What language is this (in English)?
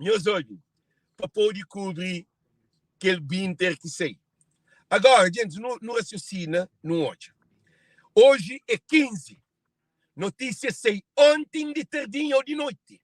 Kabuverdianu